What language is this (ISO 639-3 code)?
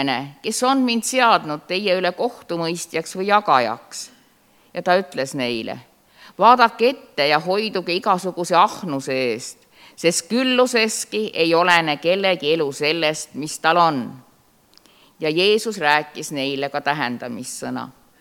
est